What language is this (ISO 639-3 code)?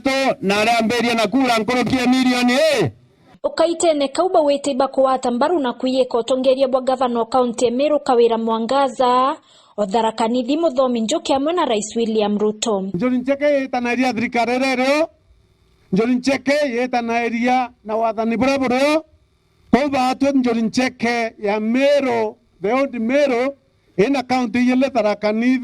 mer